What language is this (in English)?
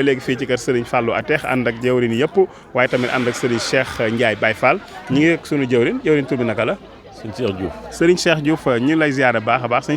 Wolof